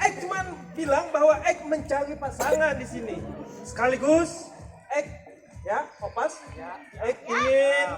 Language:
Banjar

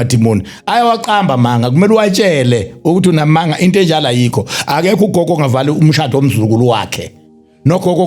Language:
Zulu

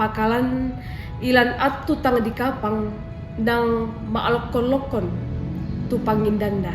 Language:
Toraja-Sa'dan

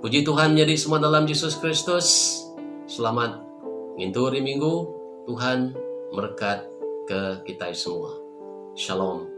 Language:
Iban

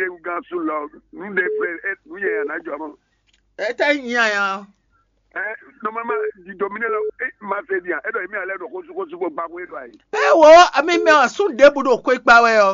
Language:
Fon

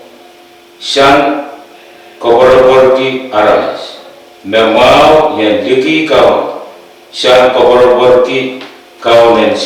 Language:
Pohnpeian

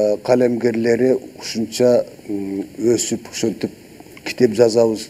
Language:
Kyrgyz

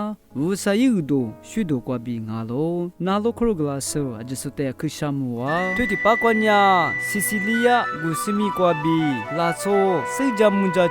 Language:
Lisu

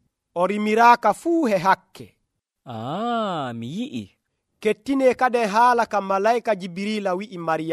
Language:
Nigerian Fulfulde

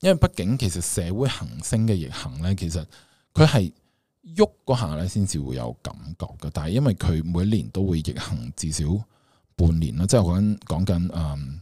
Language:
Cantonese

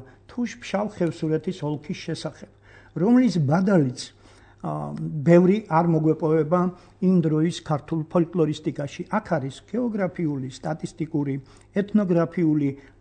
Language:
Georgian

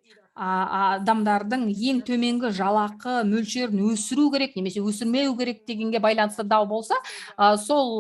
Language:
Kazakh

